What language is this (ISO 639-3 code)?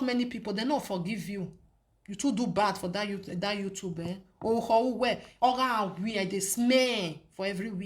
pcm